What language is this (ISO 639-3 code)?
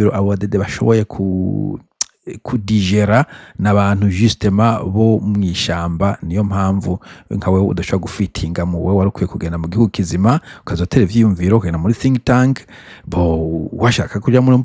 run